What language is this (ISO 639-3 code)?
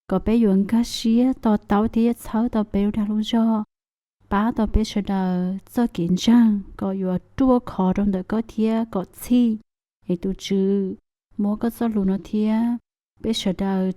hmn